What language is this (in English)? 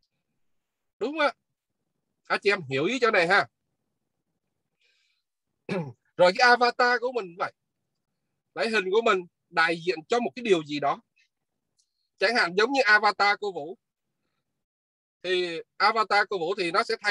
Vietnamese